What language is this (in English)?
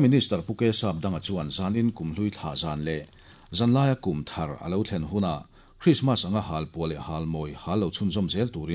Mizo